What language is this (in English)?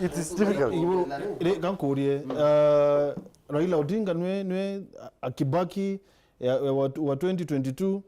Meru